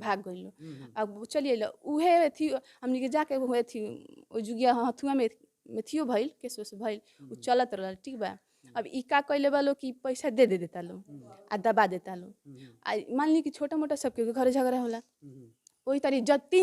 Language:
Bhojpuri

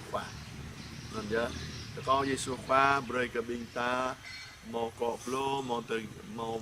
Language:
Jarai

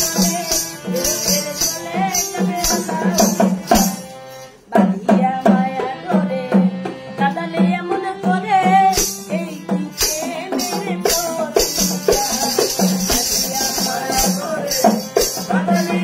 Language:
Bangla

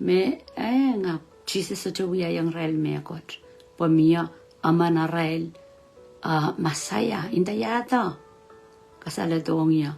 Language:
Pohnpeian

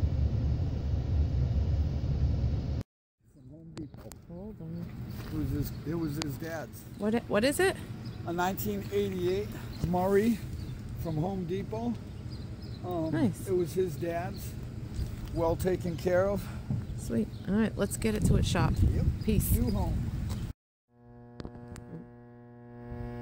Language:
English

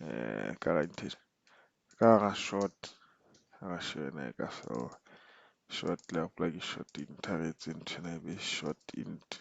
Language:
Southern Sotho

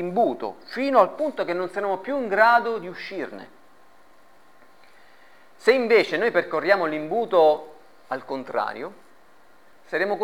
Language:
Italian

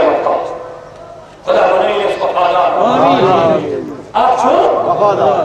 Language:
Kashmiri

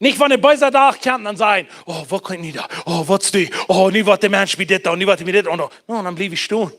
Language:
Plautdietsch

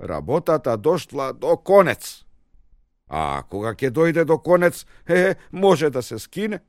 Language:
Macedonian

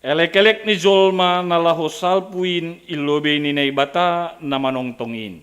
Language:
Batak Simalungun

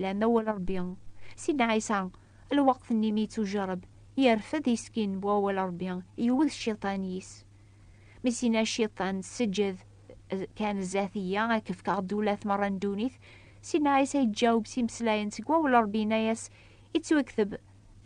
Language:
Kabyle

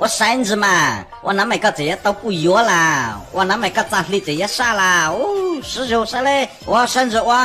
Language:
Hmong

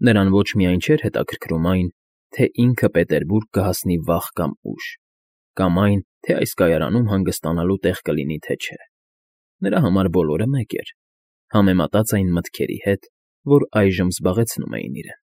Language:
Armenian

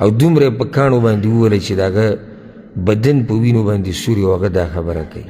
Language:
Pashto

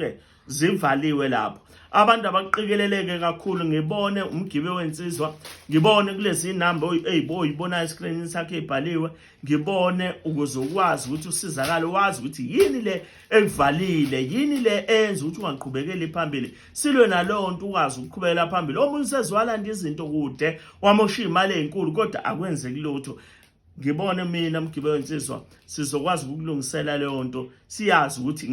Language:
Zulu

